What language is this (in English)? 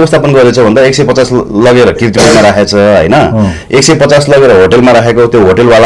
Nepali